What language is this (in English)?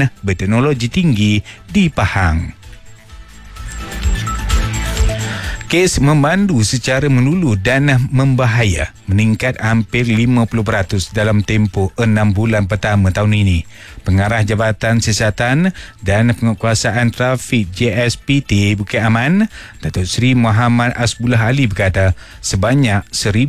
Malay